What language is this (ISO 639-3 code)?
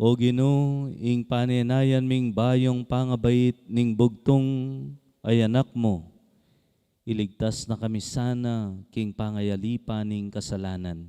pam